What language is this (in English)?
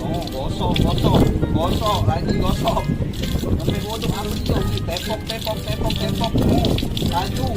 Musi